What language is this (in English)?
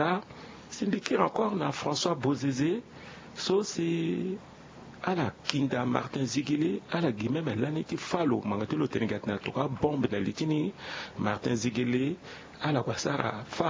Sango